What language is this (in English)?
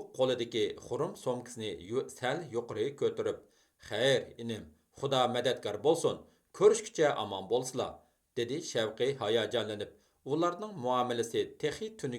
Uyghur